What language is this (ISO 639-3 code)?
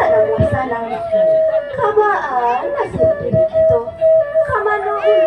min